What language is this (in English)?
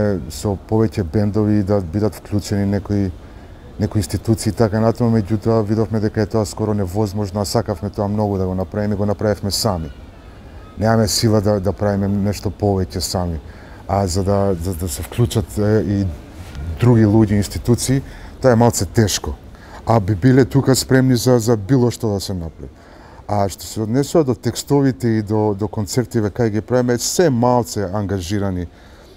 Macedonian